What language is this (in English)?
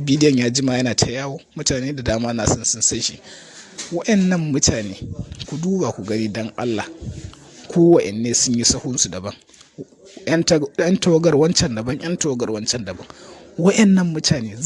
Hausa